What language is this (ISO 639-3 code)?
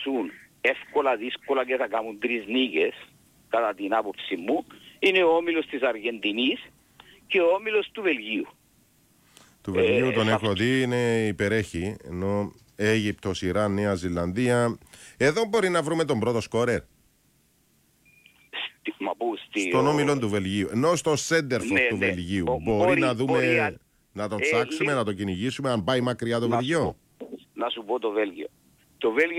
ell